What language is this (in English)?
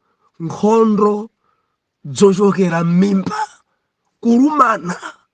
Nyanja